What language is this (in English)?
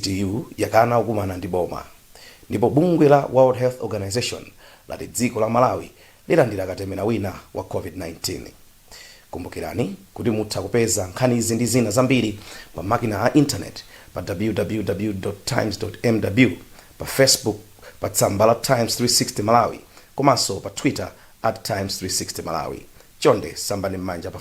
Nyanja